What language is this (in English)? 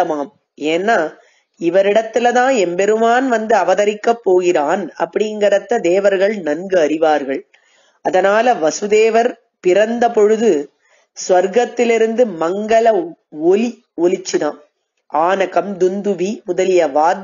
Tamil